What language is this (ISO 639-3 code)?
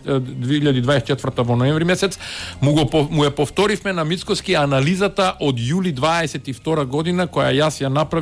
mkd